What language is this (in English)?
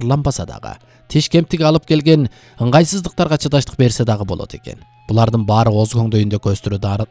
Kyrgyz